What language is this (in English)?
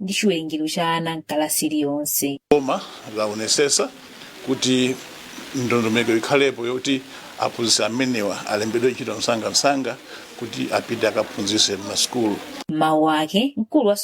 Nyanja